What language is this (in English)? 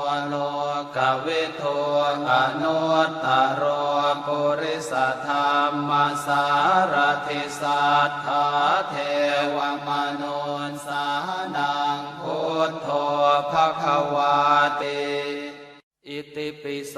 Pali